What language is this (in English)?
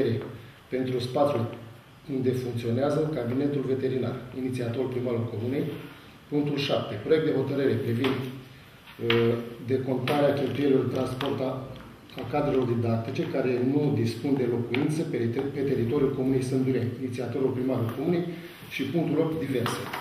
Romanian